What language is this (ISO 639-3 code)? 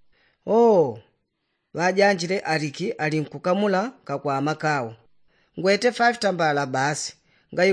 yao